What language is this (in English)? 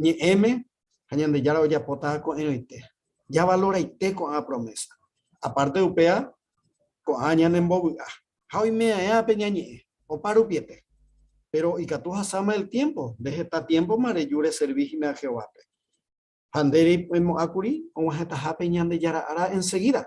Guarani